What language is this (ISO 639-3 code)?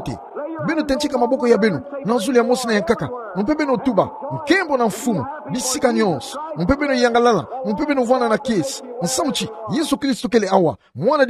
ktu